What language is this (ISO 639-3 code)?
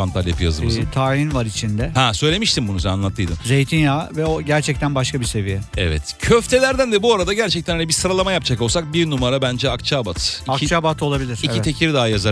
tur